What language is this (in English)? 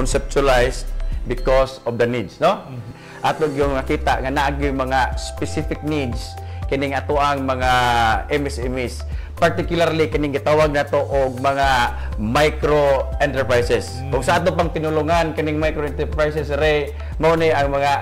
Cebuano